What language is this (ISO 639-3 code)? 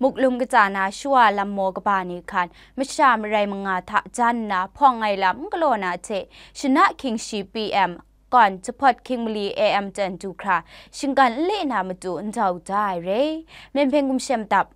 kac